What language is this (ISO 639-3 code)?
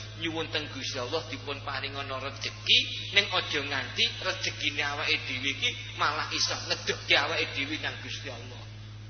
jav